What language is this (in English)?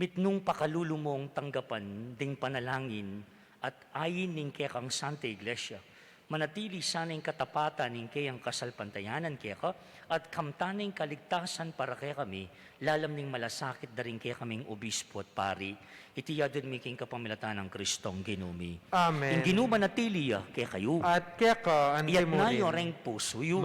Pampanga